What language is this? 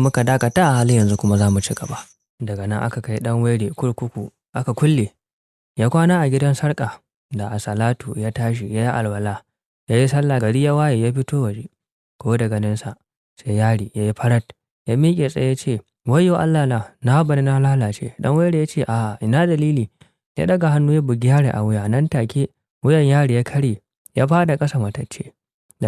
Hausa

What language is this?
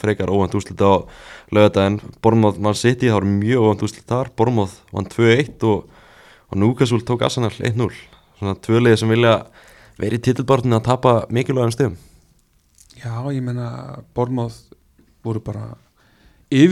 Icelandic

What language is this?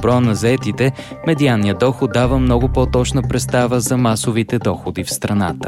Bulgarian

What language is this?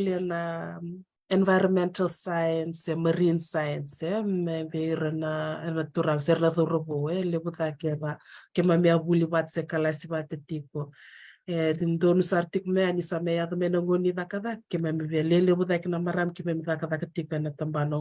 Fijian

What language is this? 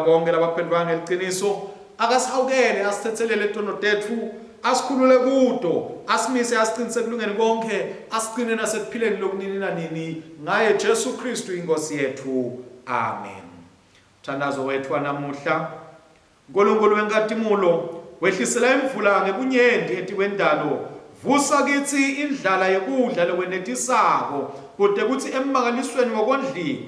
Swati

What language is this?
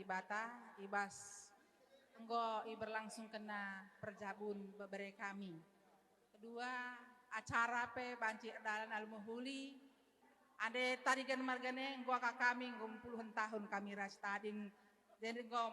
Batak Karo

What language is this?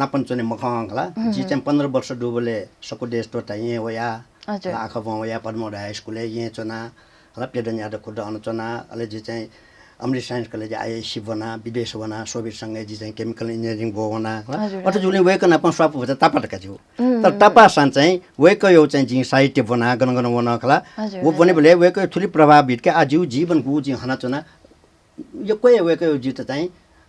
Newari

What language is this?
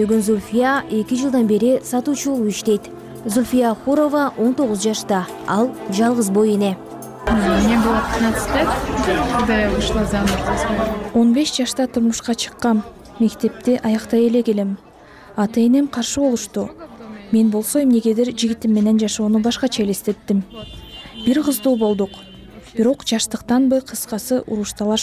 Kyrgyz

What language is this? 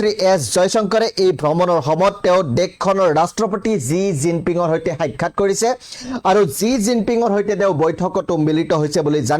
Assamese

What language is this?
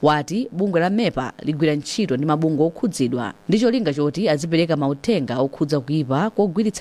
Nyanja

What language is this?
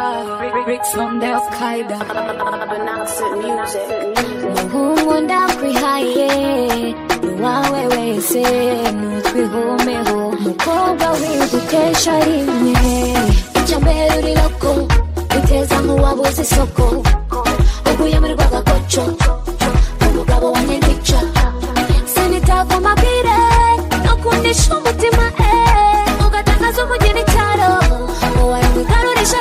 Kinyarwanda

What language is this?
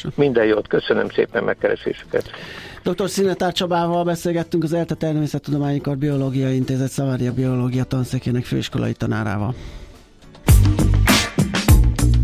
Hungarian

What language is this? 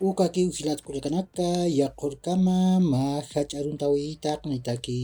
Aymara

